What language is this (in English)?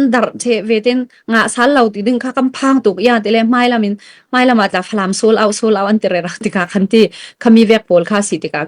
Falam Chin